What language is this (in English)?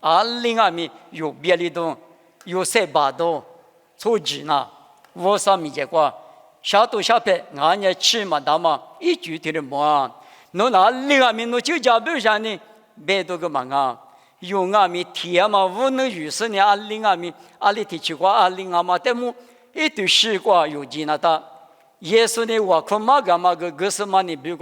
Lisu